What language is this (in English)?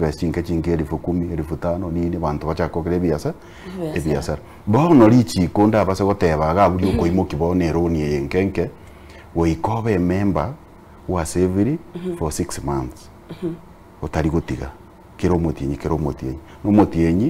Gusii